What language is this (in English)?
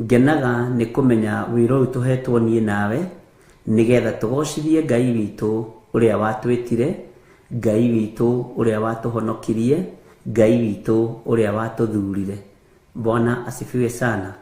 Kikuyu